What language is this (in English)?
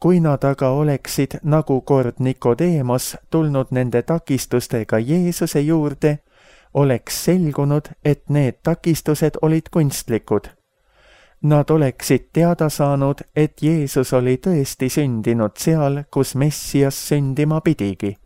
Estonian